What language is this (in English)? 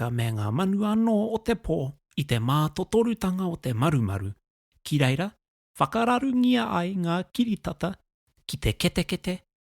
Māori